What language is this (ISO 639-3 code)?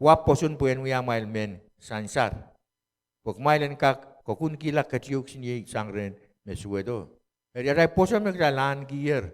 pon